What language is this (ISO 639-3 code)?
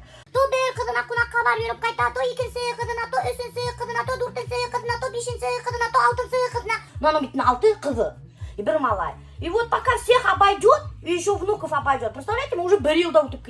bak